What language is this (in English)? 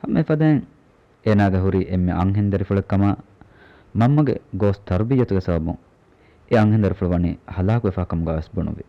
Divehi